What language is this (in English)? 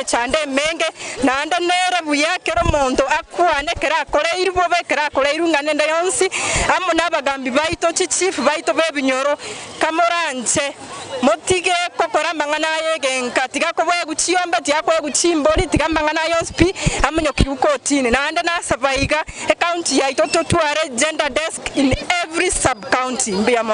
Gusii